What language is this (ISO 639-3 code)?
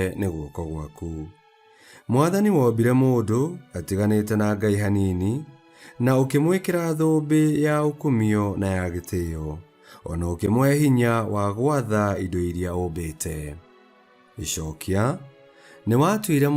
kik